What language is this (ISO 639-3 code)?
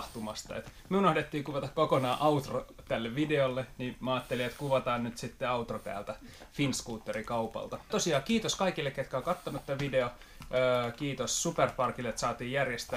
fin